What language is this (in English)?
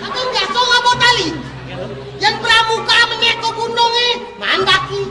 Balinese